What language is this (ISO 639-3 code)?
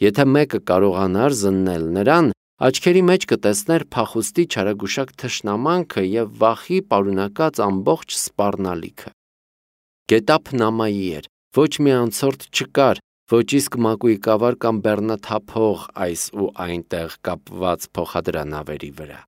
hye